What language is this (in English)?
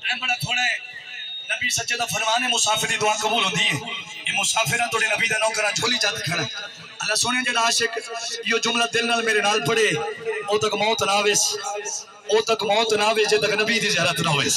Saraiki